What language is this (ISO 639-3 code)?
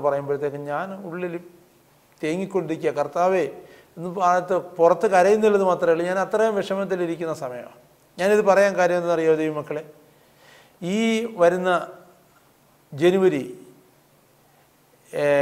mal